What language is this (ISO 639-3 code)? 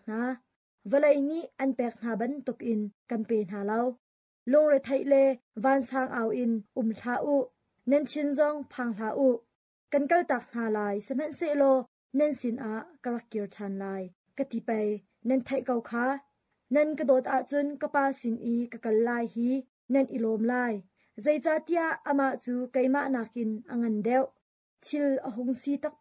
cnh